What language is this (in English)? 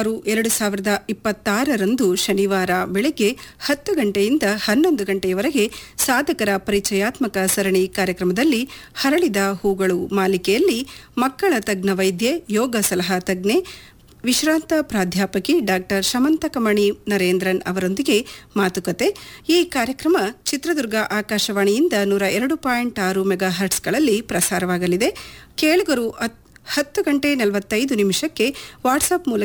Kannada